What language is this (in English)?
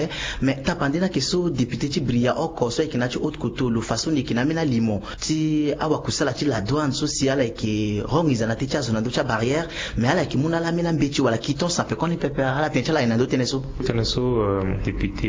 Sango